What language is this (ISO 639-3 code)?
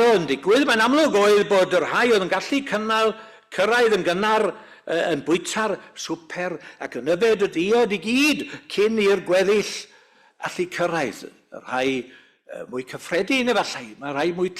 cym